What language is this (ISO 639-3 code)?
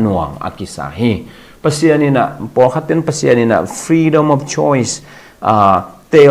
ctd